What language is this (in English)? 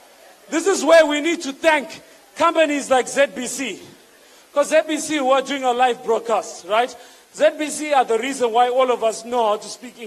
English